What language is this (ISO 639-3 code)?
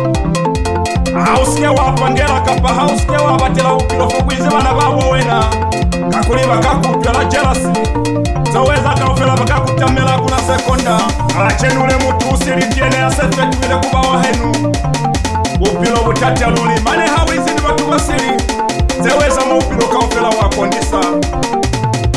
loz